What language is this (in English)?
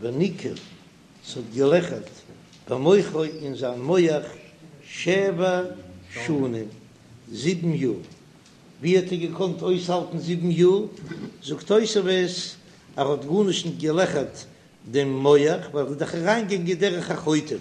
Yiddish